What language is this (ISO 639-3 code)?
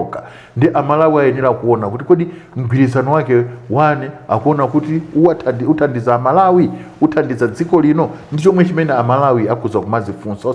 nya